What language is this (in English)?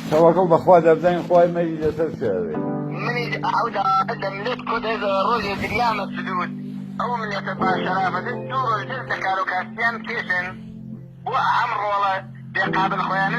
Kurdish